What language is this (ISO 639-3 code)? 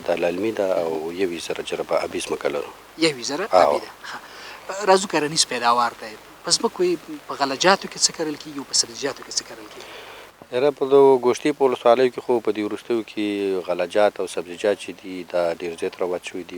pus